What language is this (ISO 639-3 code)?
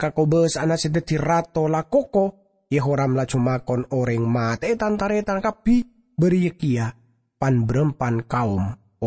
mad